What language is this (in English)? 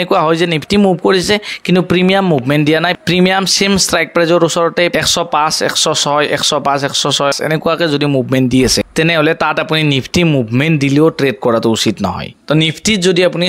Assamese